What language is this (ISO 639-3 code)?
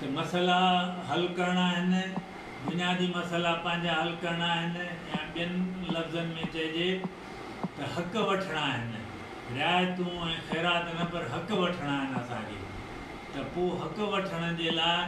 snd